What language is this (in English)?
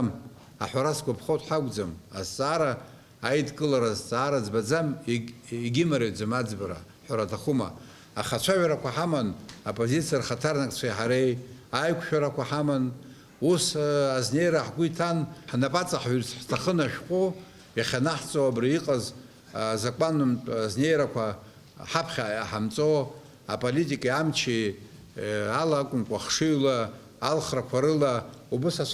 Abkhazian